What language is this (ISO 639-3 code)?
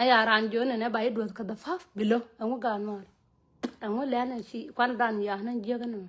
nus